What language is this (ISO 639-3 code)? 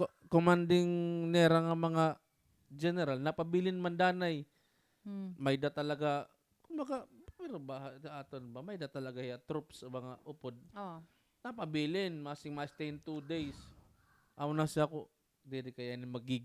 war